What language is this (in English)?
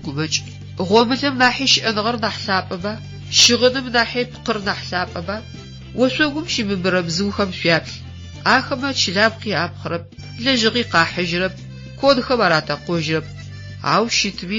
Adyghe